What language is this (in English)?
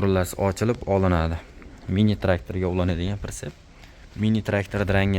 Uzbek